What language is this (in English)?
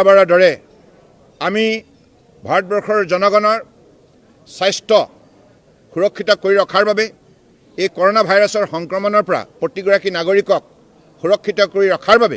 Assamese